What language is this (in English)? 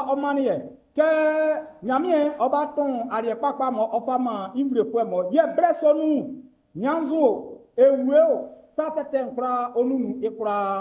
Baoulé